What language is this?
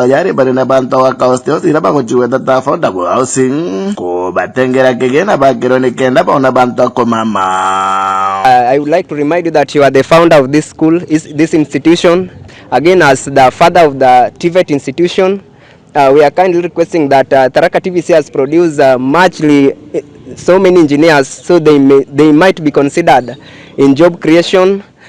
Meru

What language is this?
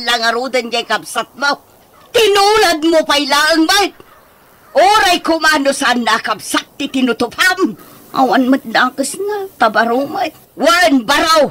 Iloko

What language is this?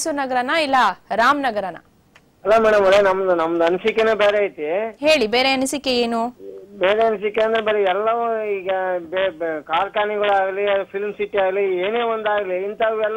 Kannada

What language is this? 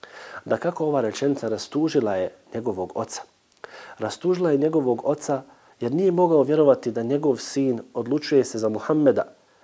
Bosnian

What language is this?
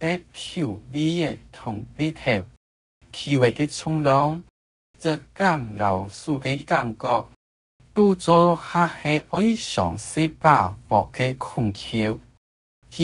Hakka Chinese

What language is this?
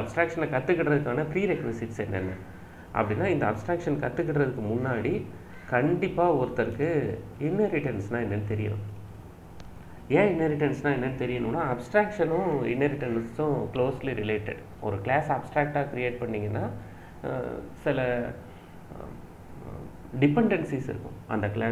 Tamil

